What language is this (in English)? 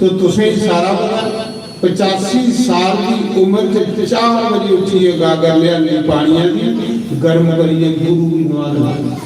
Dogri